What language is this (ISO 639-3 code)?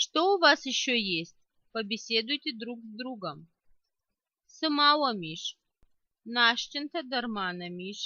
oss